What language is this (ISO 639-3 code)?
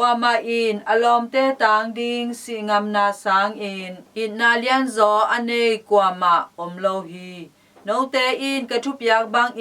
ctd